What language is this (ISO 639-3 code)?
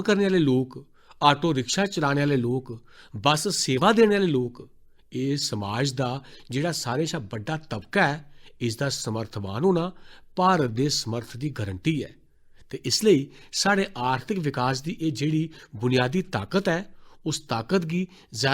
doi